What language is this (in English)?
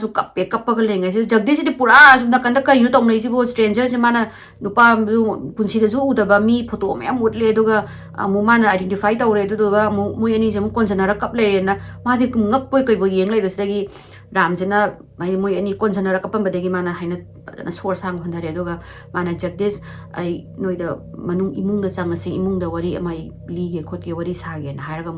Manipuri